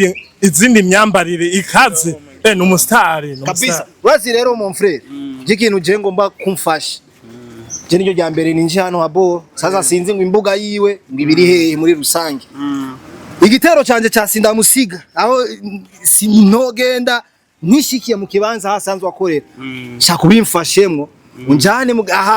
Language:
Rundi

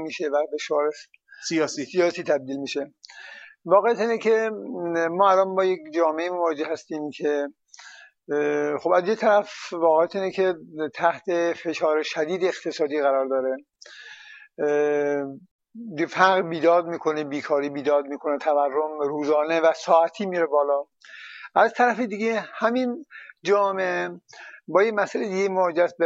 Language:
Persian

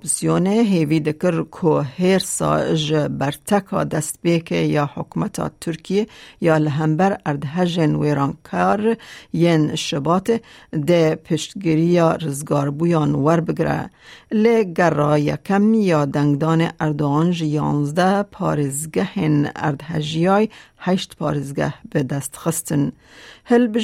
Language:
Kurdish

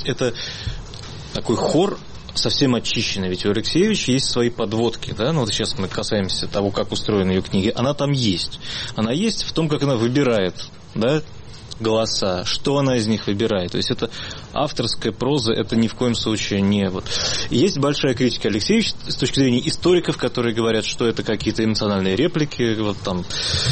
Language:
Russian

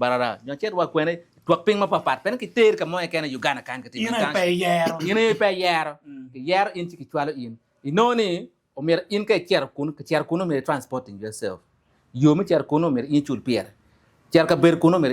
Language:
Acoli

